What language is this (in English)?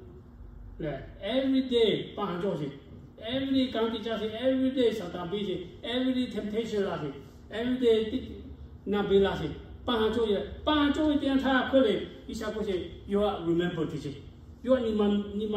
Lahu